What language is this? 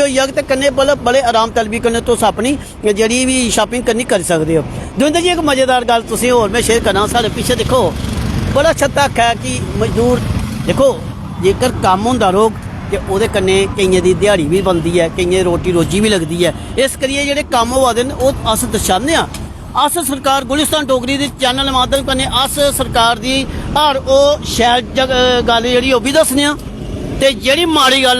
Dogri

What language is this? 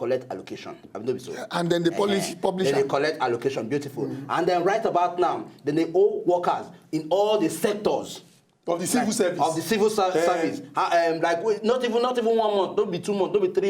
Nigerian Pidgin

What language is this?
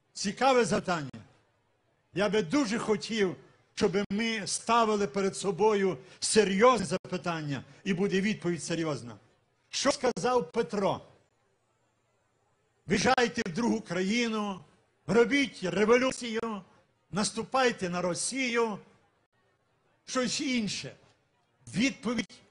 Ukrainian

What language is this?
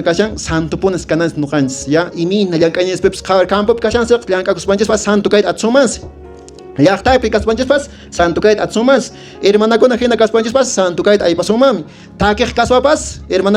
Quechua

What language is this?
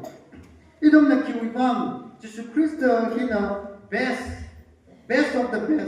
Tangkhul Naga (India)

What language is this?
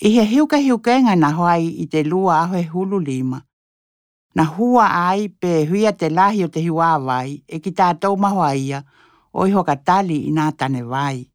Tokelau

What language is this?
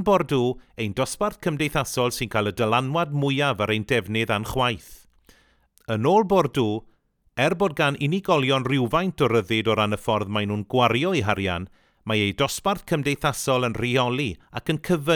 Welsh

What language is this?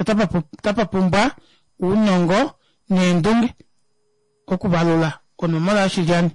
Kuanyama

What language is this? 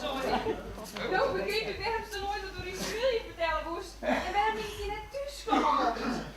Western Frisian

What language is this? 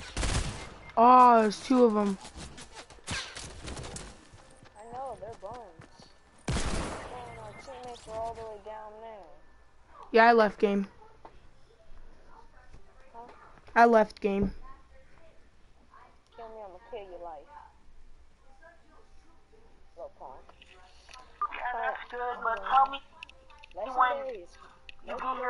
English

